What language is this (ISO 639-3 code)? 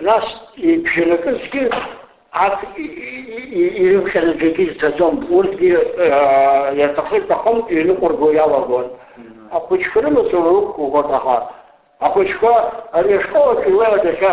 abk